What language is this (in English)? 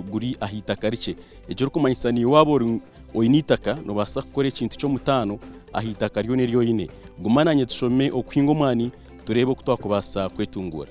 Nyankole